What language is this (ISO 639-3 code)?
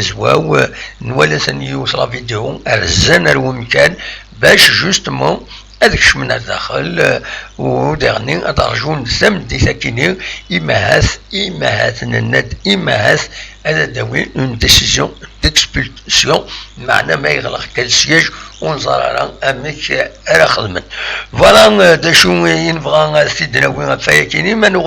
kab